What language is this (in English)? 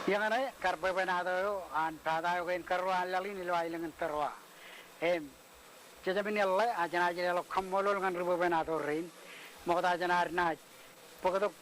Marshallese